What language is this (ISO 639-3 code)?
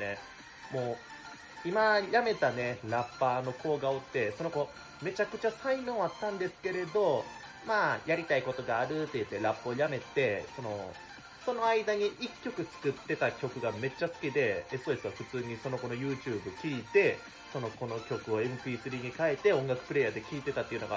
jpn